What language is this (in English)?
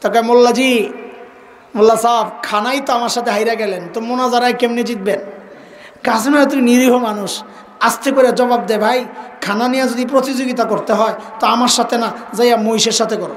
Sylheti